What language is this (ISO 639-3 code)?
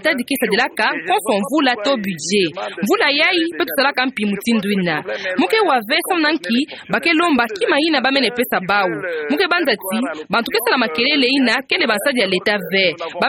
ktu